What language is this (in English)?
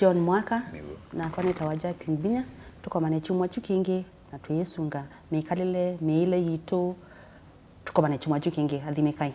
Kamba